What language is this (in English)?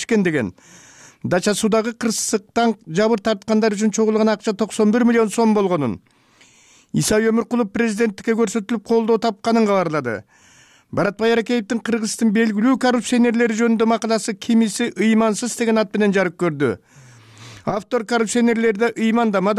Kyrgyz